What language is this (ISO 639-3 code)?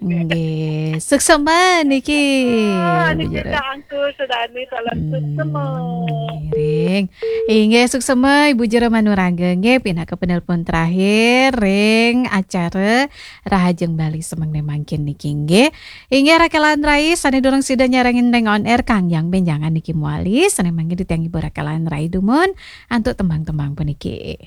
ban